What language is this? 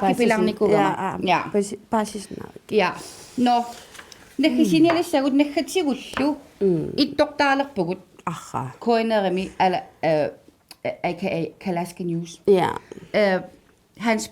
Kalaallisut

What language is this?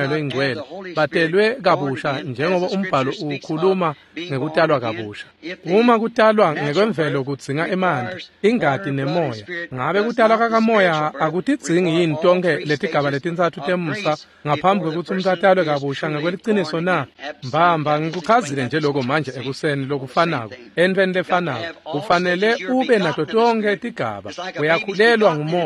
Swati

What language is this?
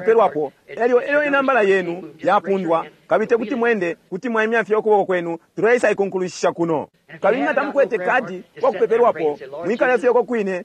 Bemba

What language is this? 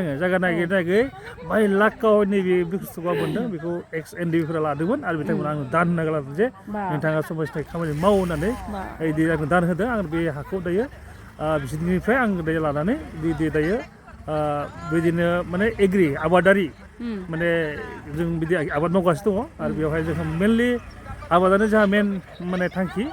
Bodo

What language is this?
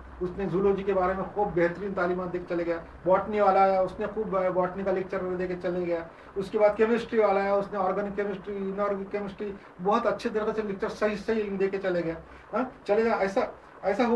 Urdu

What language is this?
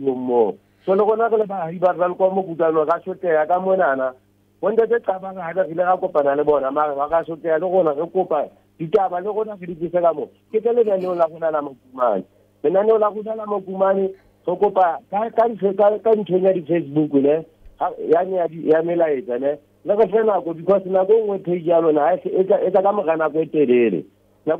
Southern Sotho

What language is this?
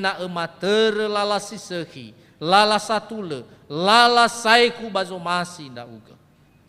Nias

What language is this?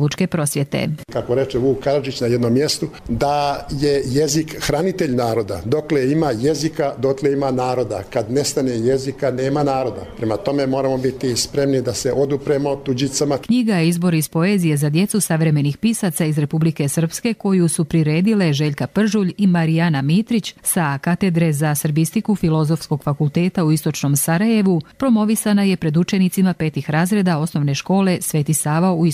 Croatian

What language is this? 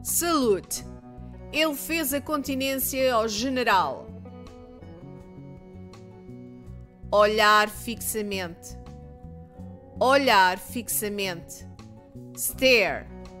Portuguese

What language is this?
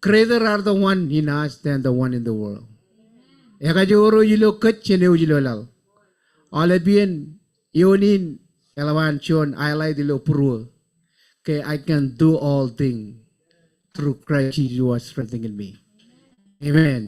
Marshallese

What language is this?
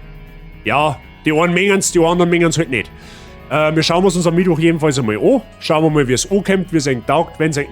Bavarian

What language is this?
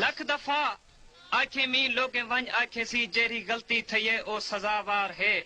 Saraiki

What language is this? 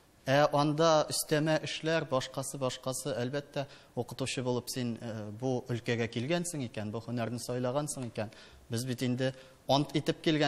Tatar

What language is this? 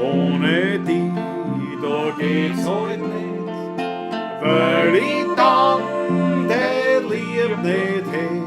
Bavarian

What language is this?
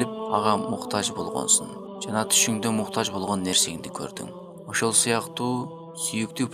Kyrgyz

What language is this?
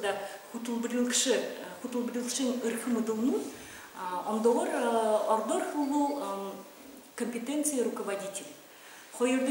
Buriat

